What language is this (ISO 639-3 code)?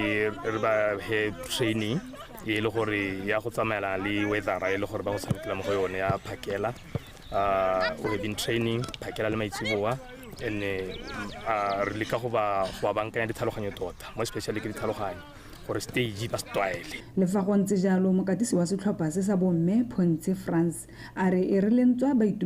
tsn